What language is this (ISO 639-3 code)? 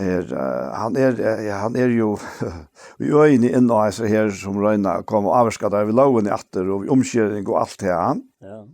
fao